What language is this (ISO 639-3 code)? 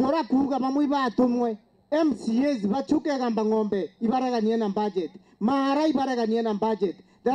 mer